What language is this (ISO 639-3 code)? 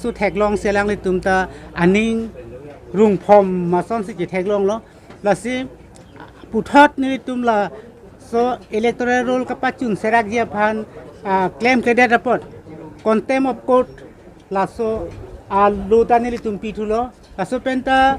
mjw